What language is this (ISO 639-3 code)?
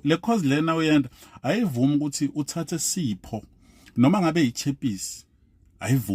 zul